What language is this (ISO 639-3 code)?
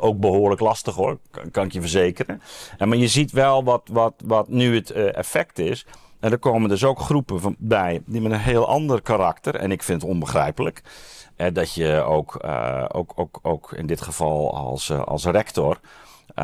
nld